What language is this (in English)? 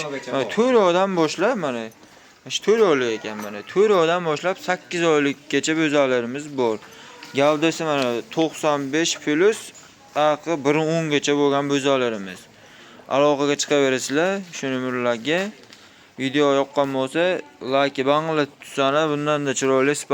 Uzbek